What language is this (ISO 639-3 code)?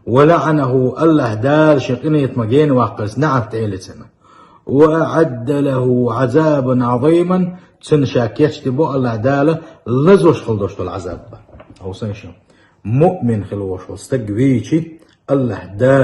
che